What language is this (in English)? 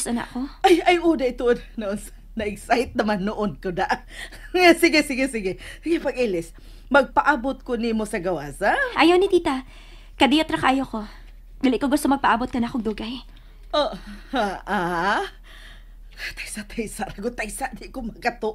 Cebuano